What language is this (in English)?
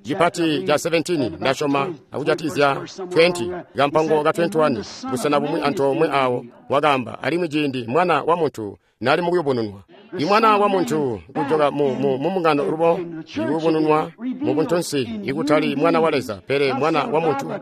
Tonga (Zambia)